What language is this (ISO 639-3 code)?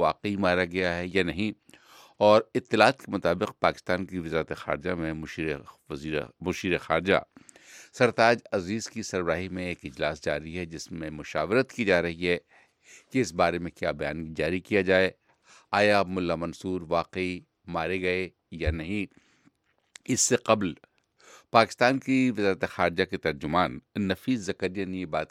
urd